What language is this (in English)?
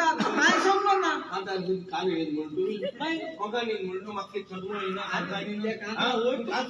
Konkani